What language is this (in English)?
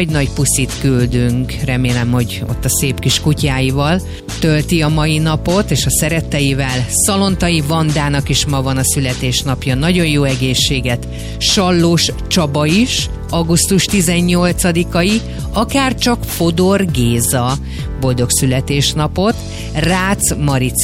Hungarian